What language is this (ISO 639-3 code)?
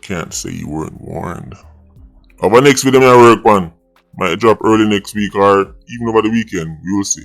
jam